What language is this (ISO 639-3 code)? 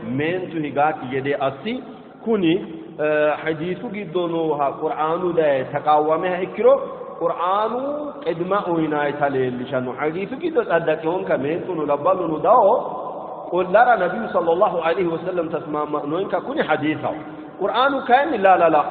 sid